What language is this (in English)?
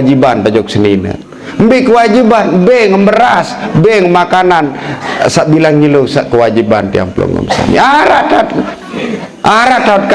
Sasak